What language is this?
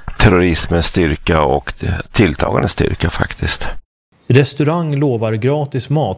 Swedish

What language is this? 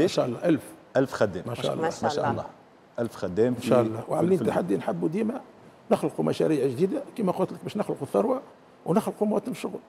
Tunisian Arabic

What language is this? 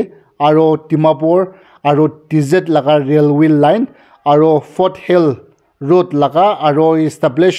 Naga Pidgin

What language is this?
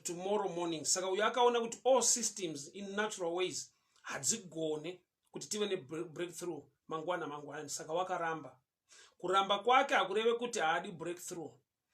Shona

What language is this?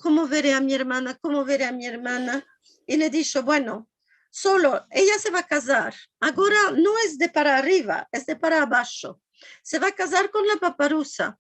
Ladino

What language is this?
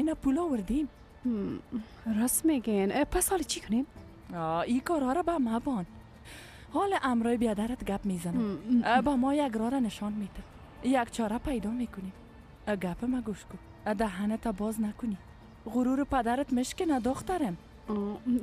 Persian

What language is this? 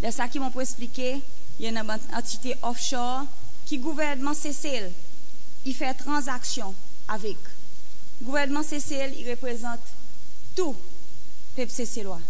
Seselwa Creole French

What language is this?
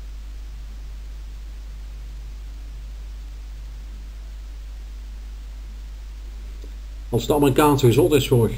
Dutch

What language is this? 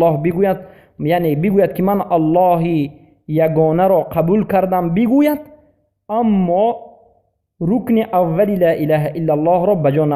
Persian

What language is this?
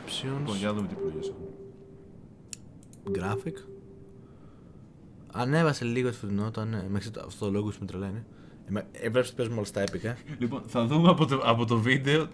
Greek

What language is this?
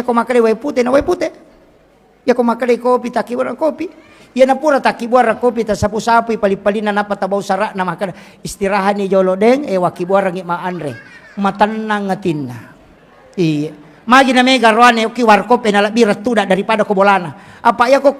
Buginese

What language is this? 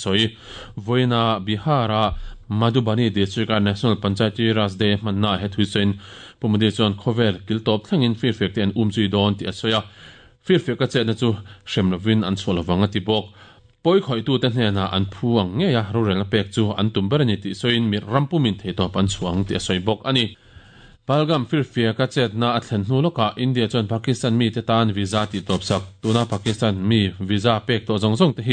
Mizo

